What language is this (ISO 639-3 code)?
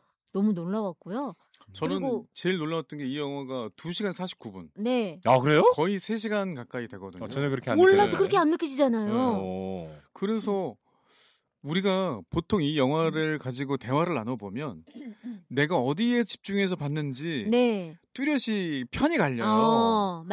kor